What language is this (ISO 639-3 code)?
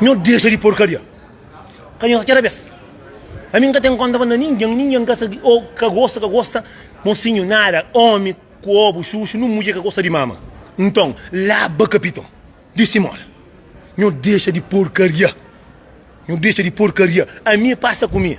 kea